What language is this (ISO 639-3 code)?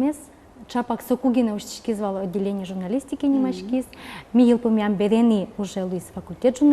udm